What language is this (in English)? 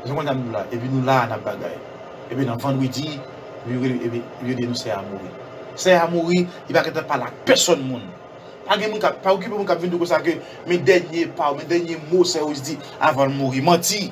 Haitian Creole